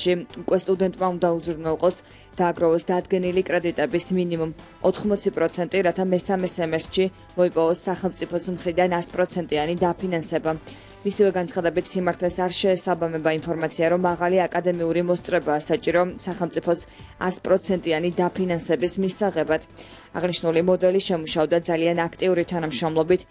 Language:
Georgian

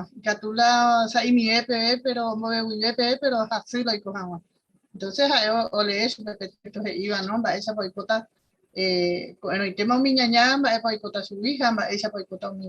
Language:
Guarani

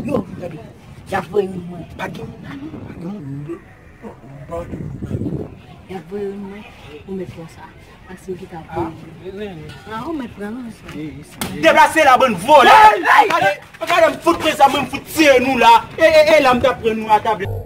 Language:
Haitian Creole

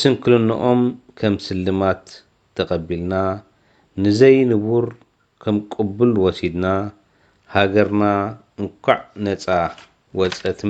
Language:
Tigrinya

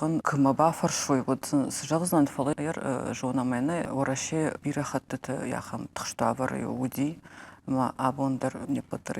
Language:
Ossetic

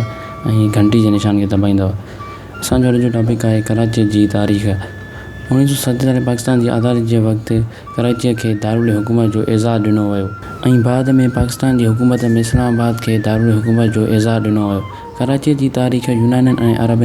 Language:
Sindhi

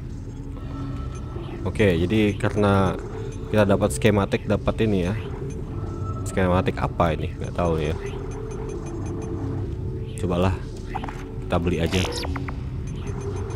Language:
Indonesian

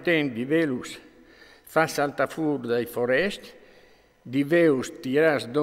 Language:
Friulian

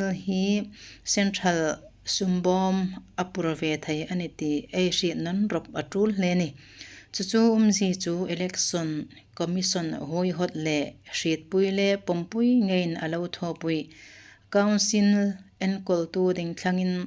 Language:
Hmar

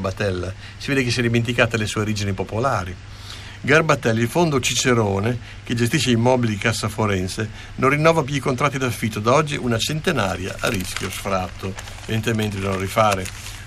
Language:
Italian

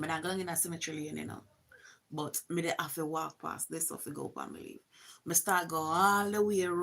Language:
Jamaican Creole English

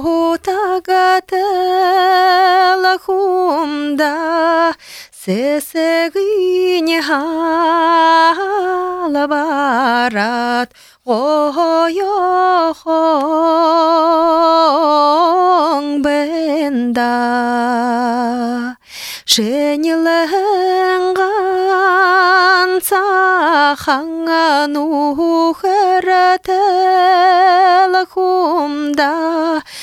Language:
Buriat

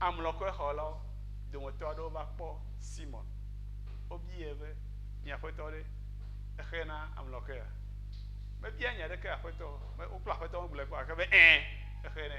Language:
Ewe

